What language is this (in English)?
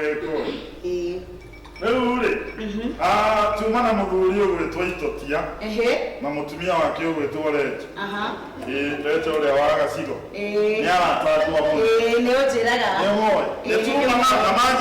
Kikuyu